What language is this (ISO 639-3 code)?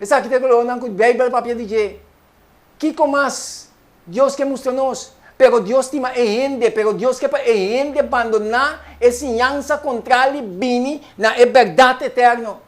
pap